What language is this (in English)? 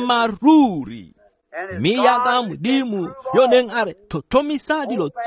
Tswana